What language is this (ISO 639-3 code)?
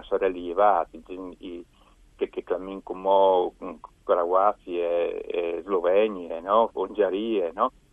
fur